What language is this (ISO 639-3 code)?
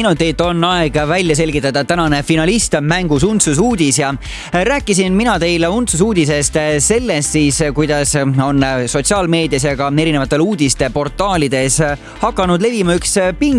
est